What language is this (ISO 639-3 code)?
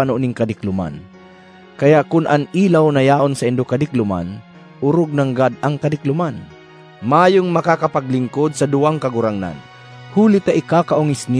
bik